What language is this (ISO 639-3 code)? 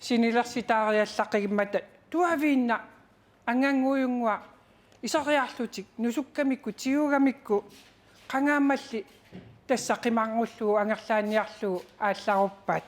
kal